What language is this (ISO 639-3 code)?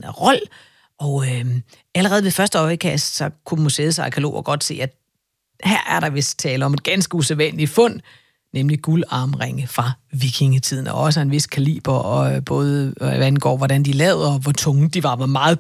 dan